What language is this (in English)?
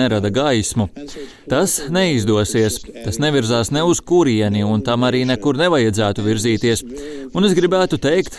Latvian